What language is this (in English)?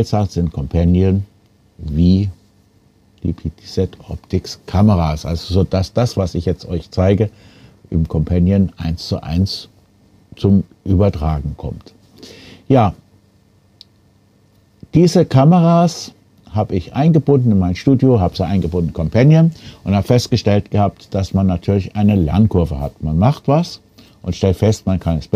German